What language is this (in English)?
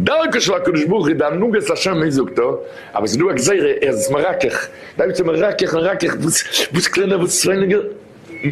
Yiddish